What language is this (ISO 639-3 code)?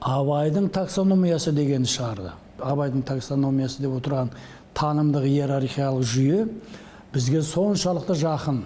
kaz